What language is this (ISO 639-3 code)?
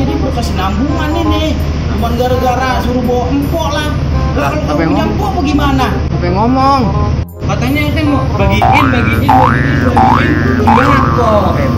bew